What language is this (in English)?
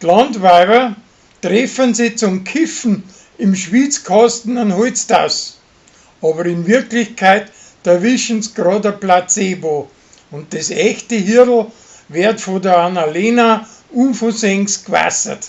Bavarian